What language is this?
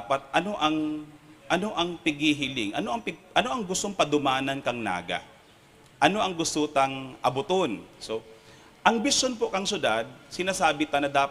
Bikol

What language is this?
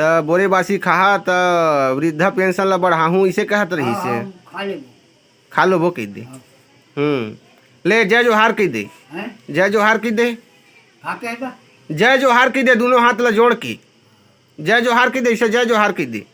Chhattisgarhi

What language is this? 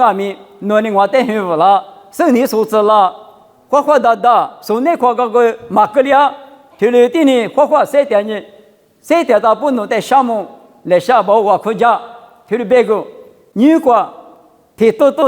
Lisu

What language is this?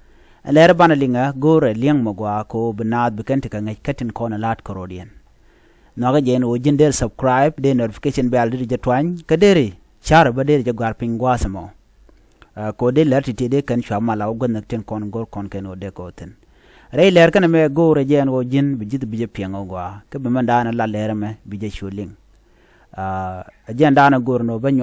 Nuer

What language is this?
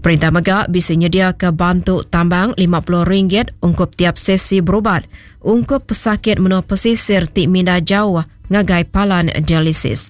Iban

